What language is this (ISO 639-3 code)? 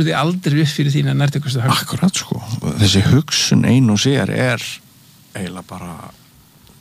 isl